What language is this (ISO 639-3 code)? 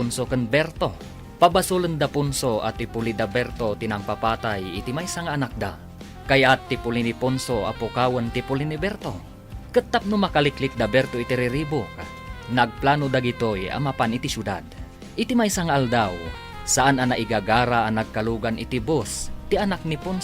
ilo